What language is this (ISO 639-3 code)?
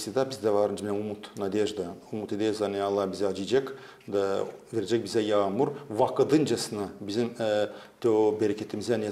gag